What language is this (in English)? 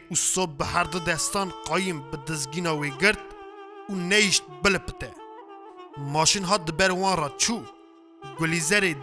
Kurdish